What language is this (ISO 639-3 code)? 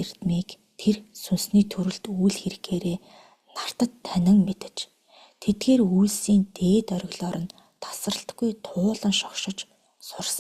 mon